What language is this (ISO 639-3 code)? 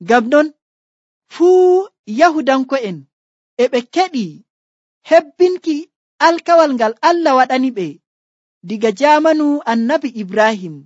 fuv